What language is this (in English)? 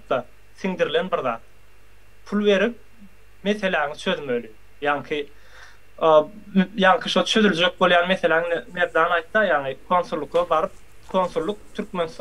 Turkmen